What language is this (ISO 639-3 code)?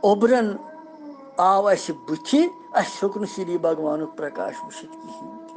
kas